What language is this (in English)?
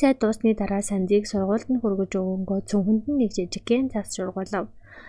Mongolian